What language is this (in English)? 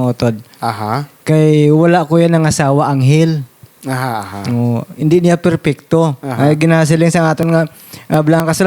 Hiligaynon